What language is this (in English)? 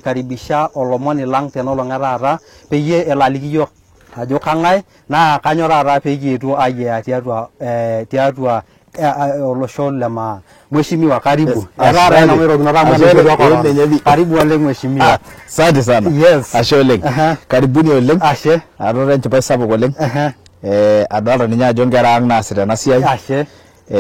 Masai